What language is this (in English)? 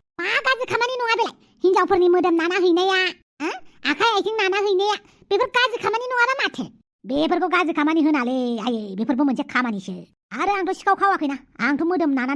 Bodo